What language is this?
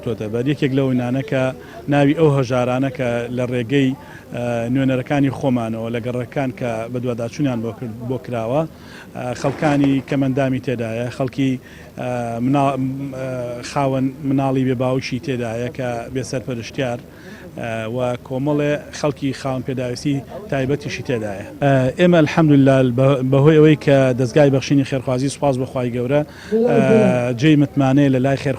Central Kurdish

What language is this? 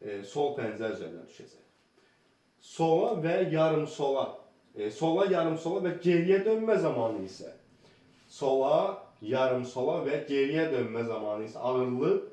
Azerbaijani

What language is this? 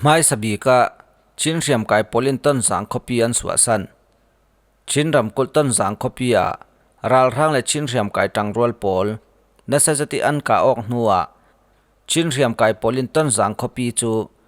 Falam Chin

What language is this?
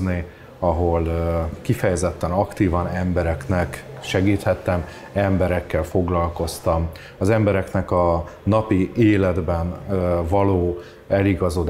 Hungarian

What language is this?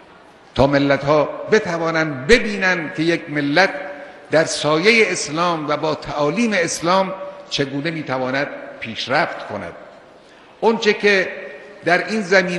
Persian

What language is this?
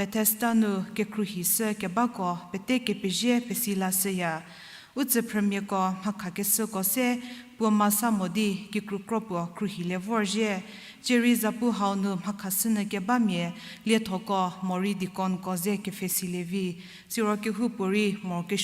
Angami Naga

